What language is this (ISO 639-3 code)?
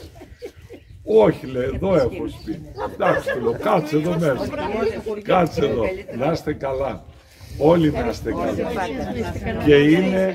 ell